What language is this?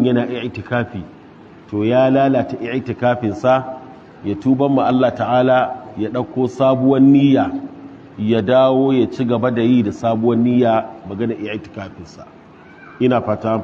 Hausa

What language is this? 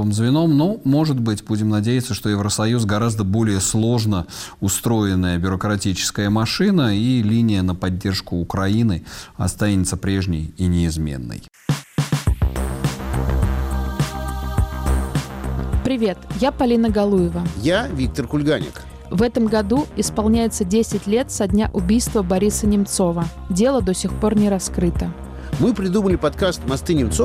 Russian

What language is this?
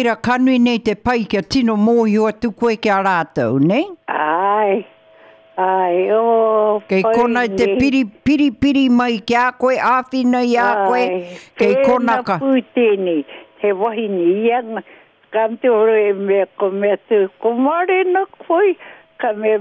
Māori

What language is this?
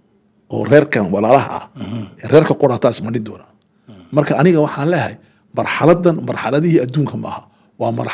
Somali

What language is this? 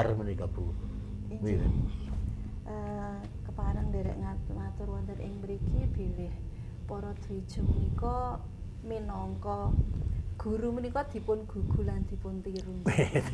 Javanese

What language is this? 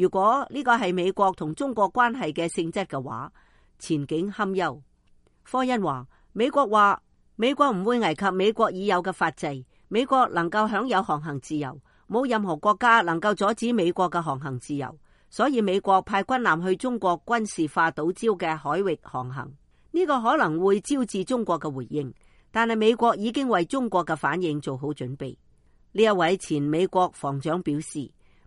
Cantonese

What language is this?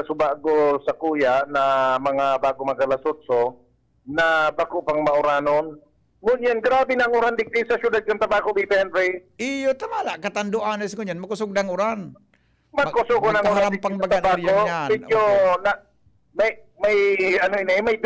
Bikol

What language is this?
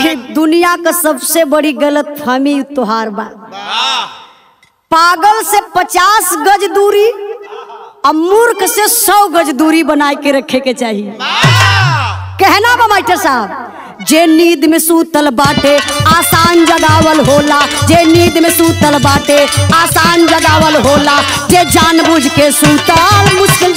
Bhojpuri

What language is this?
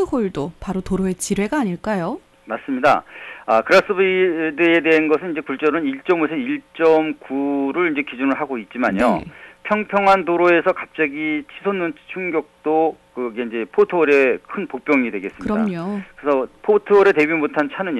Korean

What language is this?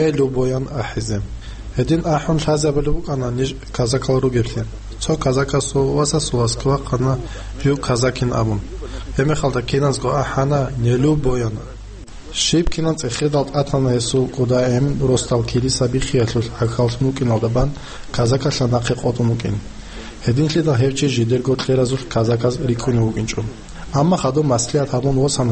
Avaric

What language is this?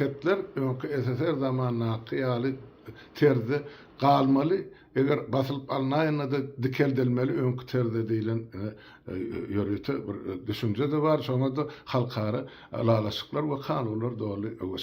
Turkmen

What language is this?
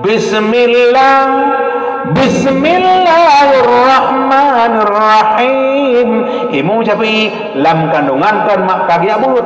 Achinese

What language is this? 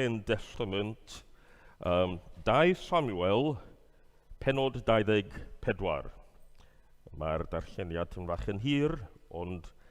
Welsh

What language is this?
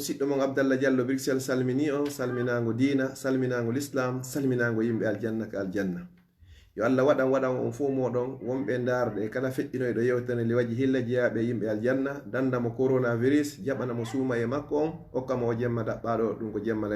Fula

